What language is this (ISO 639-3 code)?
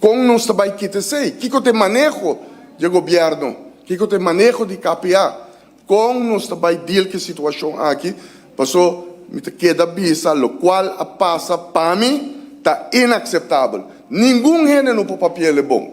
pap